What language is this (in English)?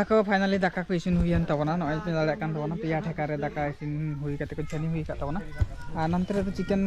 Santali